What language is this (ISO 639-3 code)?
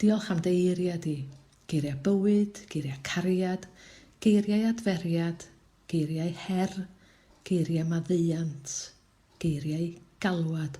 cym